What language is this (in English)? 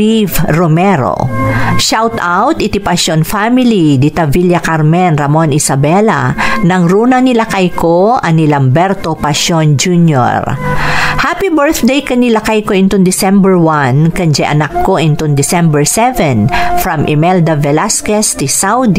Iloko